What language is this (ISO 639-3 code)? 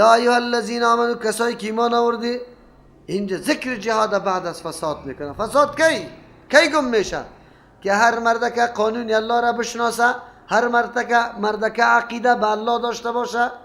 fas